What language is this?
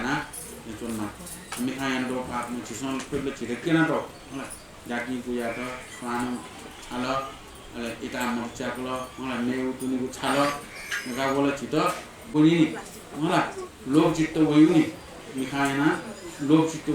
Newari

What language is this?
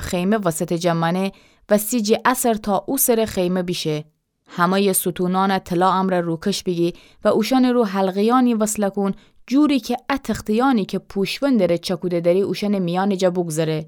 Gilaki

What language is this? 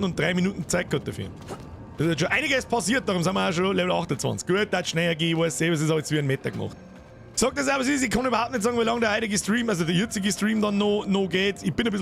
Bavarian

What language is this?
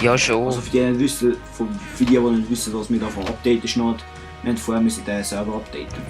Swiss German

